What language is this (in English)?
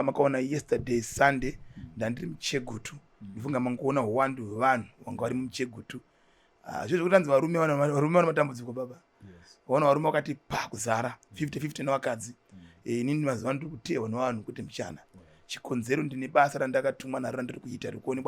Shona